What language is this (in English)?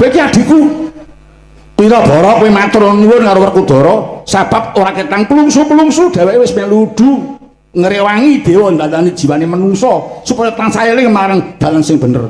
Javanese